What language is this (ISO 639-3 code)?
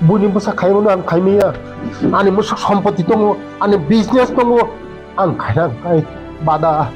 trp